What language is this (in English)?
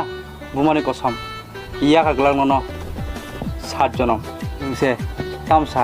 Kok Borok